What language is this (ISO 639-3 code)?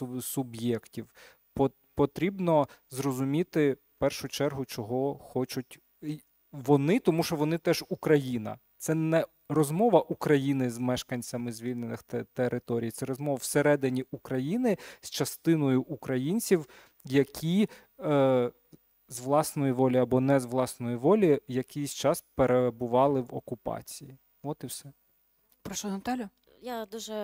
ukr